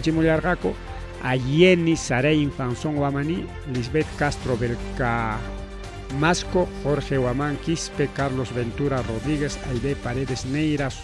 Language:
Ayacucho Quechua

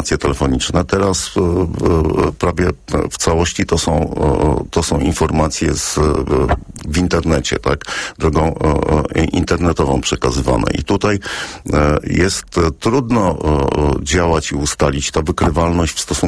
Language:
Polish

